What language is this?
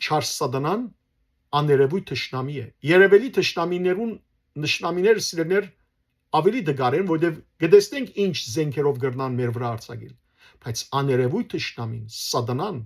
Western Armenian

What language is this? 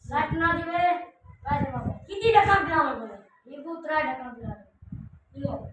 Saraiki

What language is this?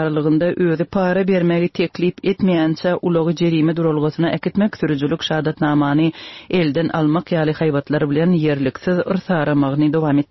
Turkmen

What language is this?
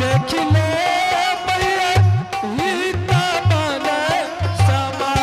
Angika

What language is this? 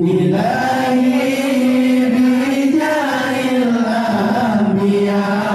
Achinese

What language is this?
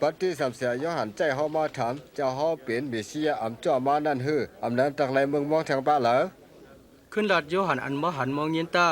Shan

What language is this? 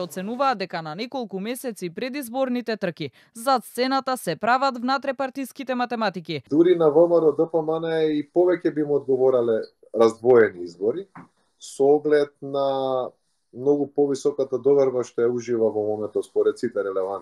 Macedonian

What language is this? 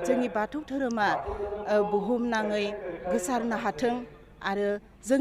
Bodo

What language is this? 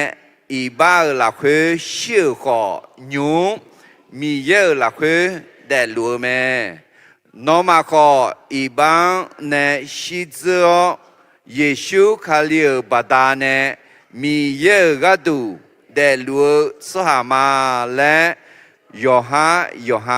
Akha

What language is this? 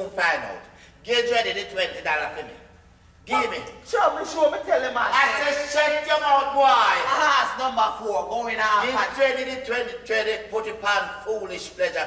Jamaican Creole English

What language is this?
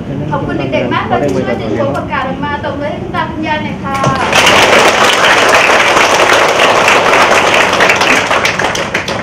Thai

